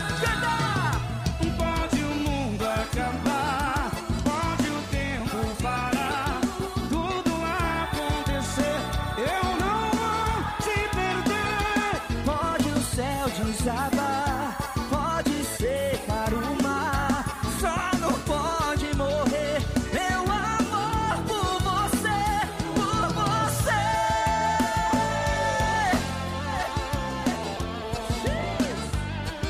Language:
Portuguese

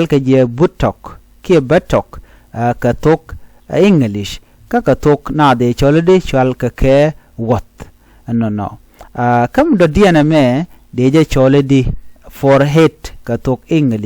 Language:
Nuer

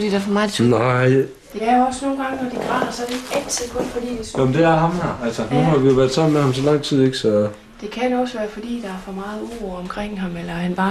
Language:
Danish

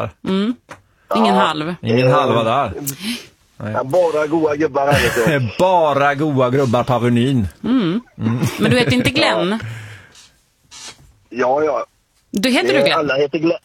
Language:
Swedish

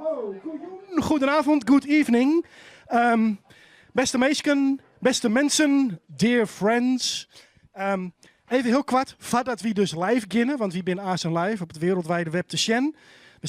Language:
Western Frisian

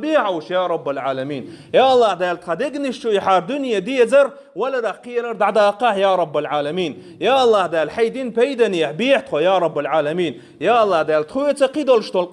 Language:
Chechen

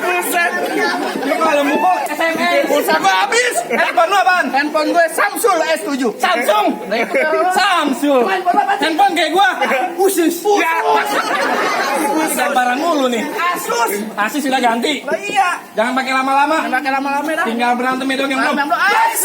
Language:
Betawi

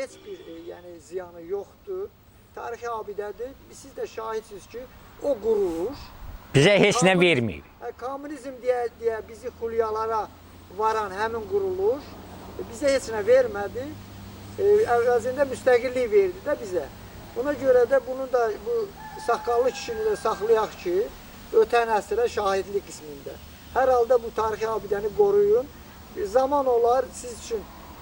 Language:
Azerbaijani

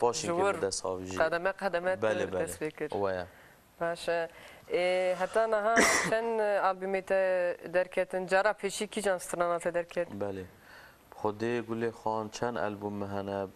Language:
Kurdish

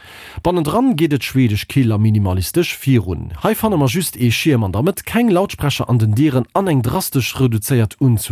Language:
Luxembourgish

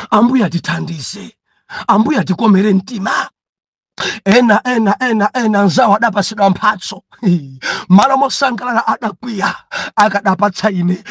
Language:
Nyanja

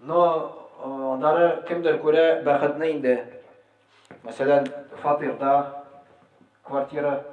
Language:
Tatar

